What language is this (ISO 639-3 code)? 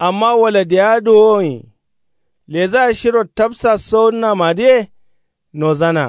kau